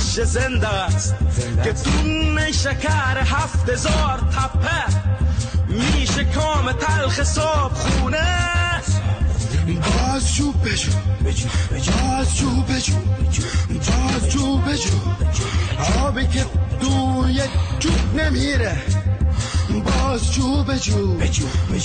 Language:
Persian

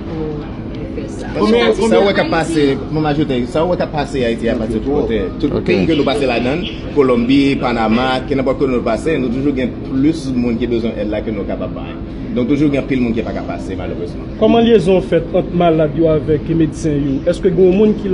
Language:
Haitian Creole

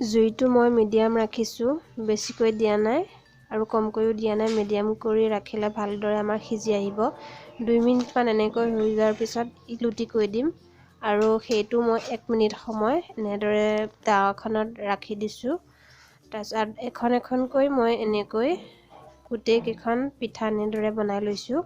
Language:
Assamese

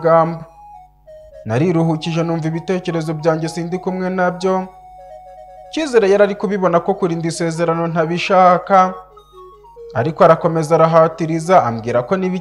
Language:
Kinyarwanda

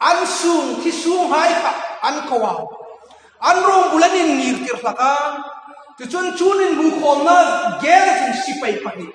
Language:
Hmar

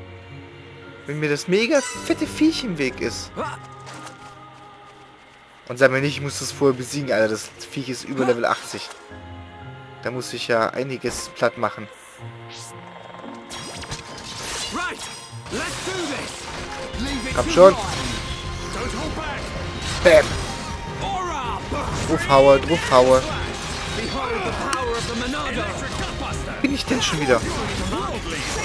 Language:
German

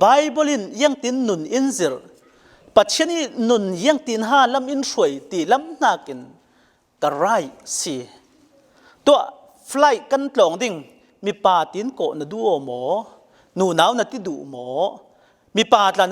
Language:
Falam Chin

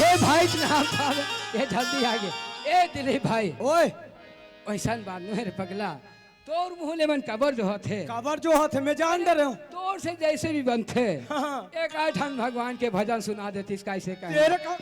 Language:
Chhattisgarhi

